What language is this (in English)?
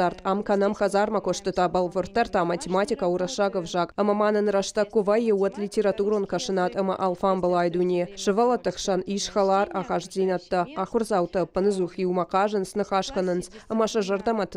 Ossetic